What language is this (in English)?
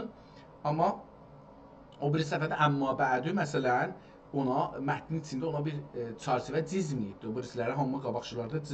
South Azerbaijani